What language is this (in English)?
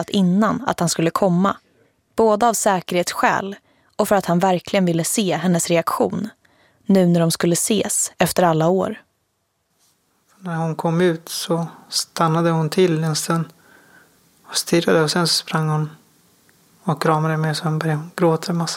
Swedish